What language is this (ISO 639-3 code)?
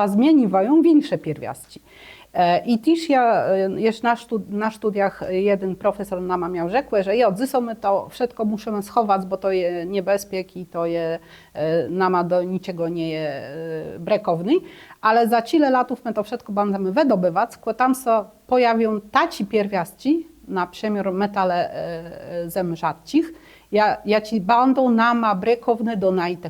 csb